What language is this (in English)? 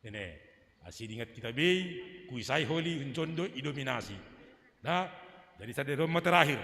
Batak Simalungun